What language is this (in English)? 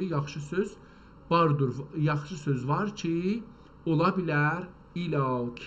South Azerbaijani